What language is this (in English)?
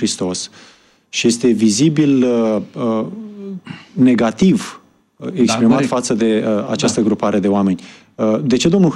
Romanian